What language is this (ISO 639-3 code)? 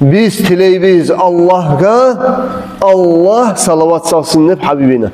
kum